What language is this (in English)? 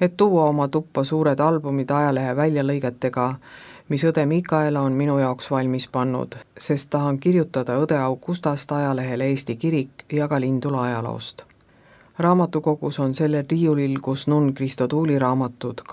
Estonian